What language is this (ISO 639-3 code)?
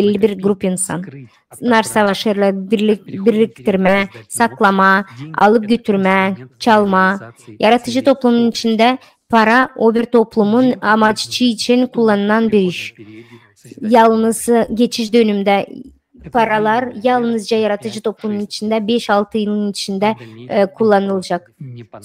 gag